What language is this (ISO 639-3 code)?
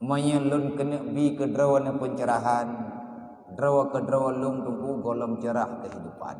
ace